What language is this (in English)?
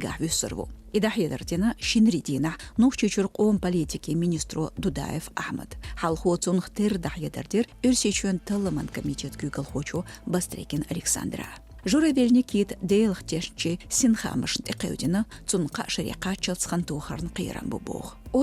Chechen